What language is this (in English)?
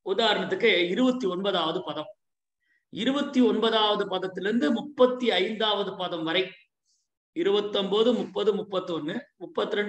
Tamil